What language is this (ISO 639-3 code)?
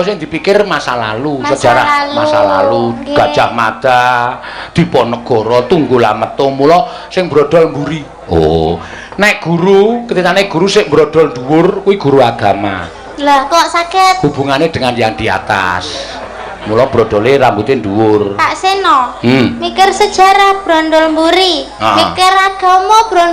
jav